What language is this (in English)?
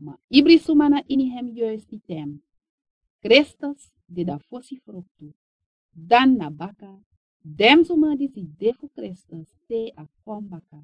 Sranan Tongo